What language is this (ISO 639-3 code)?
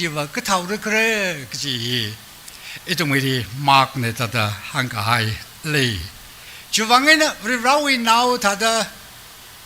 nmf